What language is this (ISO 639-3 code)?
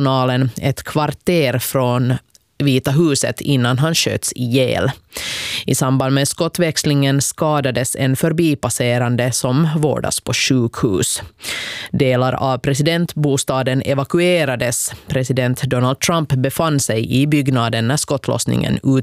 swe